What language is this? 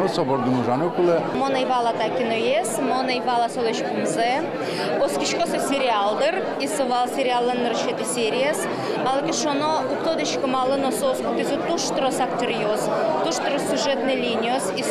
Udmurt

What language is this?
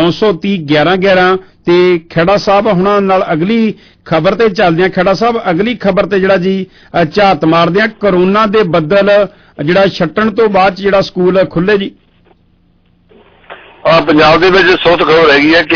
Punjabi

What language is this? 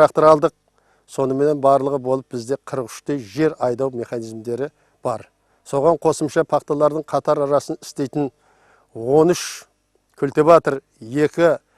Kara-Kalpak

